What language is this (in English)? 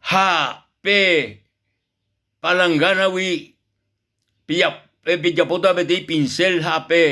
Guarani